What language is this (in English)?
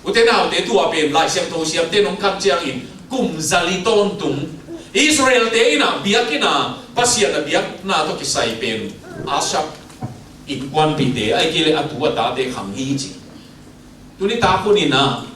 Tedim Chin